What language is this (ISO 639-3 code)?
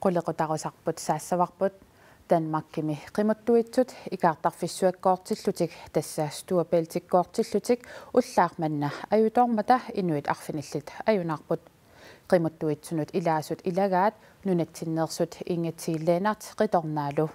kal